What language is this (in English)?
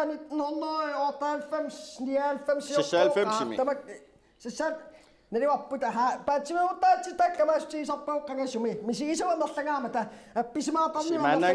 Kalaallisut